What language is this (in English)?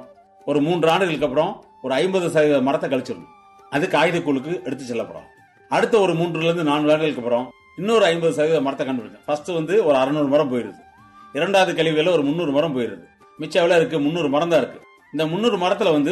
Tamil